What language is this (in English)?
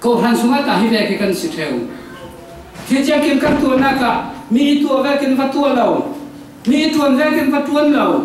Falam Chin